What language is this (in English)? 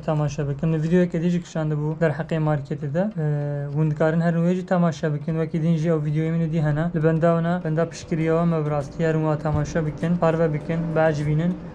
Kurdish